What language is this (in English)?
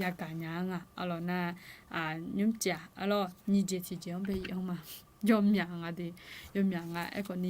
Akha